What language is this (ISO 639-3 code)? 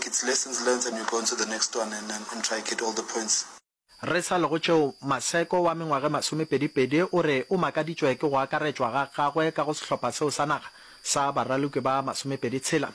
nso